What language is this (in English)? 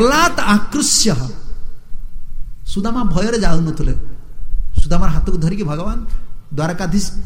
Odia